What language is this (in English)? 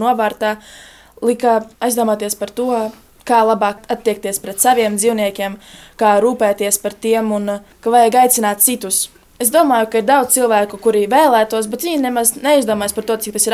Latvian